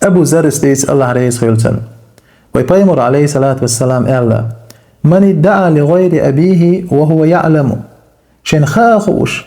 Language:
Chechen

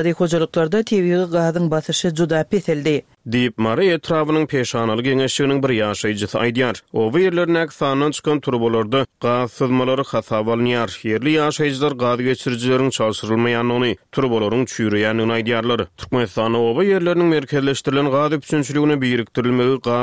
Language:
Turkmen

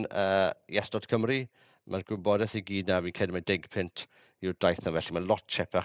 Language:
Welsh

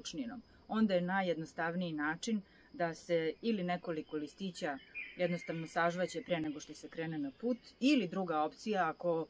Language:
Serbian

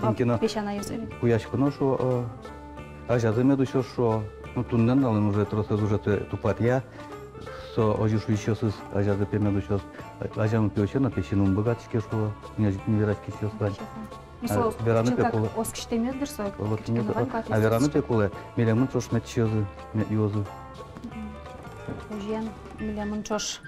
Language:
Udmurt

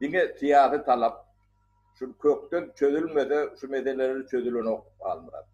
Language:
Turkmen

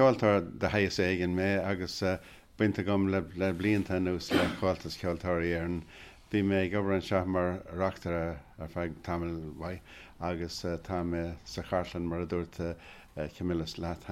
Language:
Irish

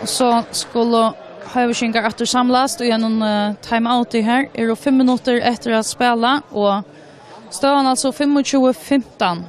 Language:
Faroese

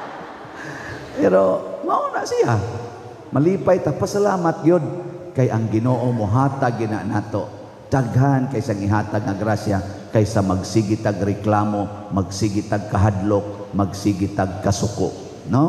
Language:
Cebuano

